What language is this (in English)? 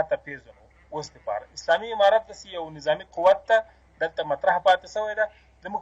Pashto